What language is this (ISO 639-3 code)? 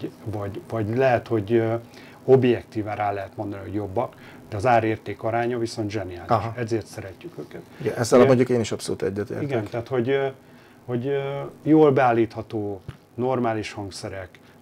hun